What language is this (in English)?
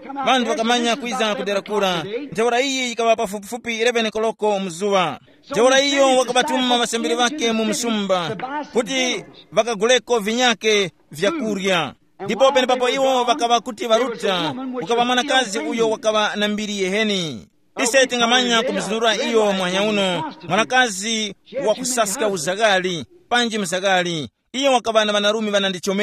Tumbuka